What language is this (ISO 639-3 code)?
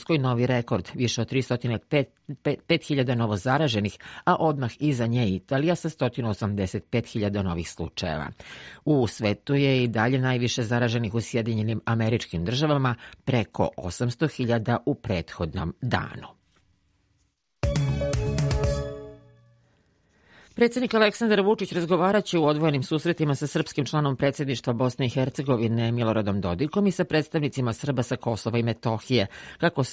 srp